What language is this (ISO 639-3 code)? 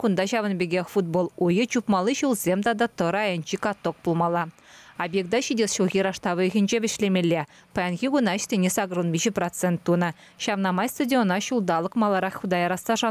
chv